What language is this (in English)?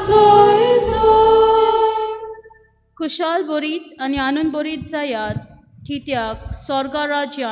Konkani